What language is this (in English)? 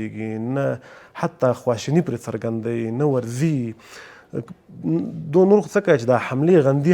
Pashto